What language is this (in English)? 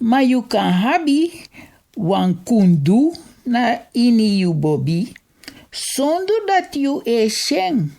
Sranan Tongo